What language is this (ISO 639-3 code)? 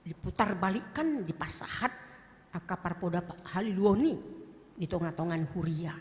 bbc